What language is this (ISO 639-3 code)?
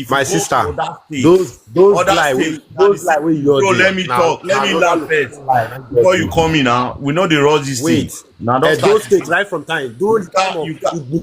pcm